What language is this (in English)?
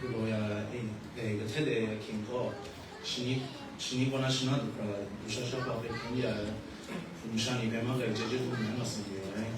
Kachin